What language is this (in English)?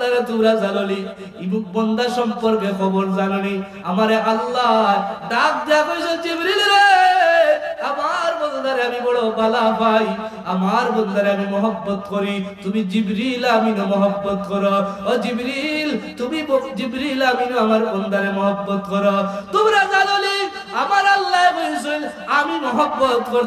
Sylheti